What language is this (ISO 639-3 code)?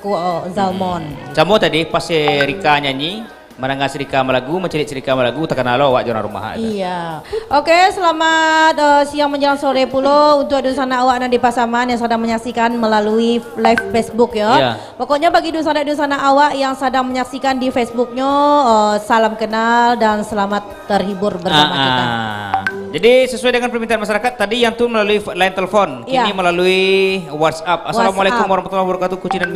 min